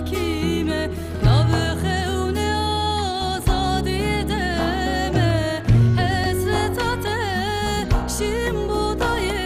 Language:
Zaza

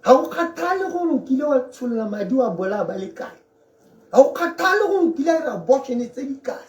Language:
Tswana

